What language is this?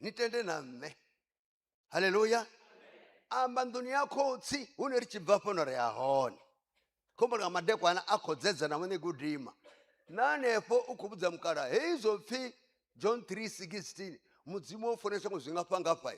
Venda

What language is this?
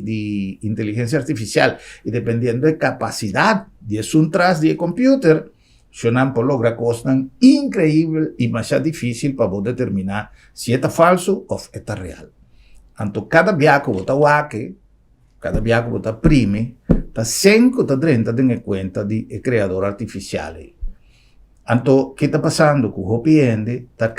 Papiamento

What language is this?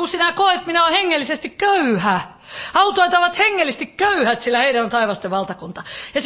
Finnish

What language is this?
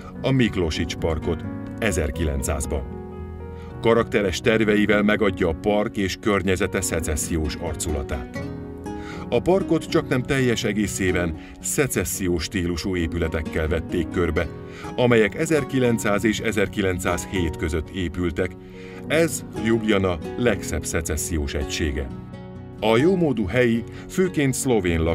Hungarian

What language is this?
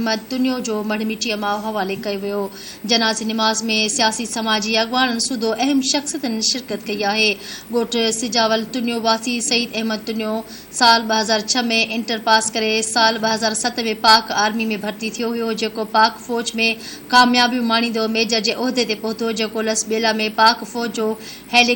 Sindhi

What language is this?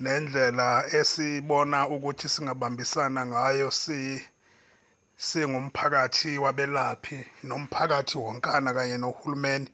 Zulu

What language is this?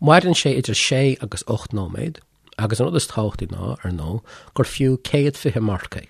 Irish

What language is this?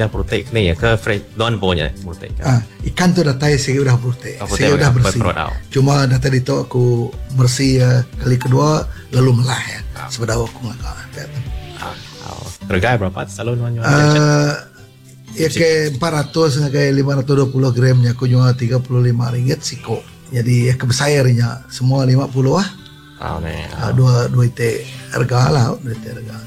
Iban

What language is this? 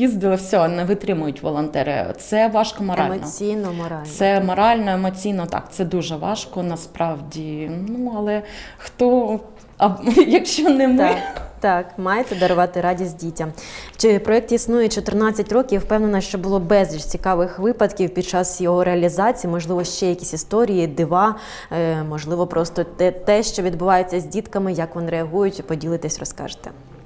Ukrainian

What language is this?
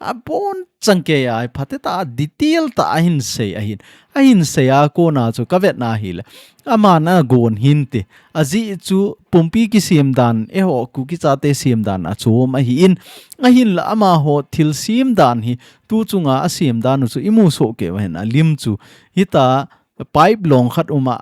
Thado Chin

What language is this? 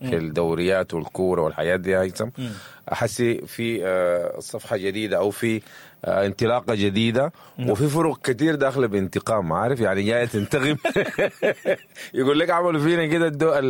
Sudanese Arabic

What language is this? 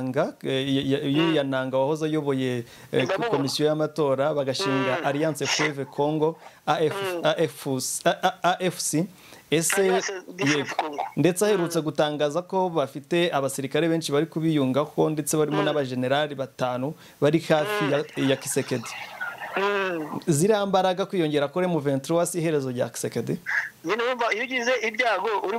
Kinyarwanda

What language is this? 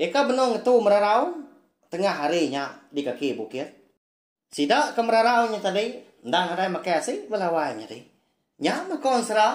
Iban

